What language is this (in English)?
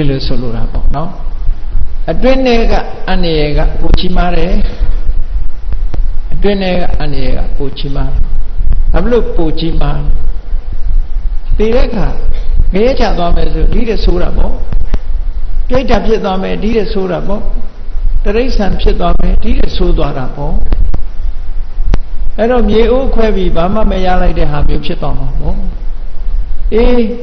Burmese